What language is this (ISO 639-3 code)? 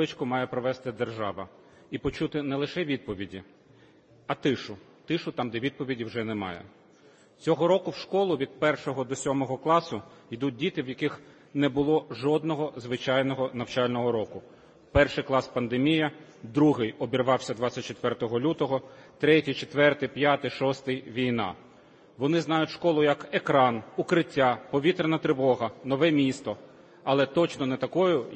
ukr